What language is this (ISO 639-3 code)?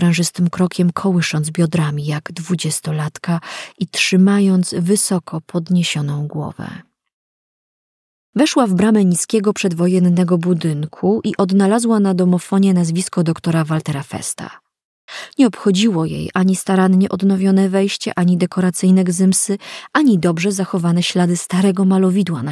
pol